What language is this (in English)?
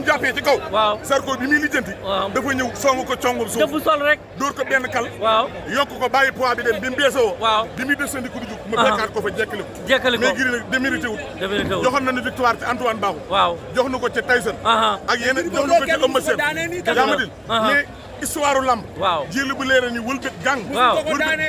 Wolof